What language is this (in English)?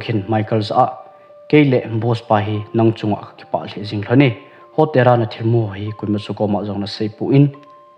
Thado Chin